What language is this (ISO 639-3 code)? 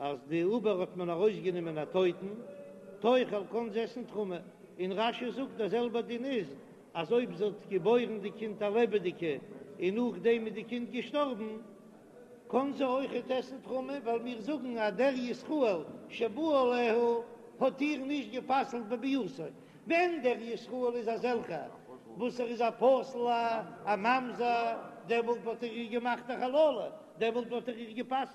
yid